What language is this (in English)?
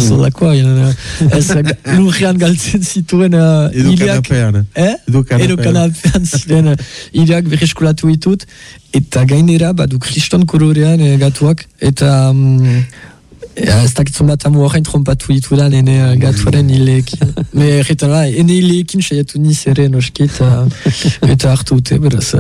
Basque